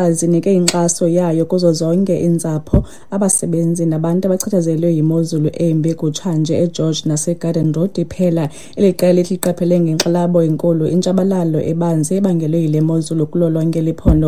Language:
Xhosa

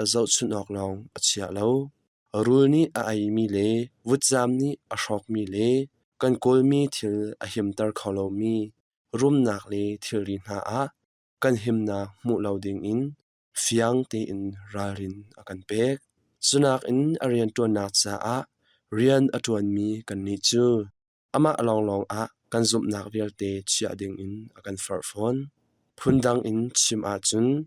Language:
Hakha Chin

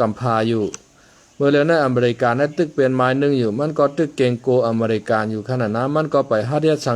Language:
Shan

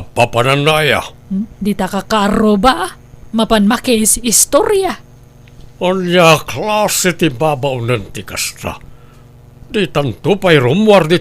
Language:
Iloko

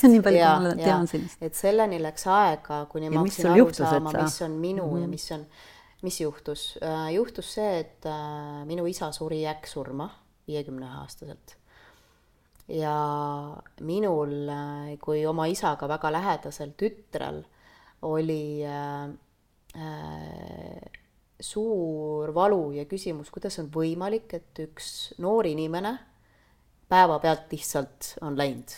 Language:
Estonian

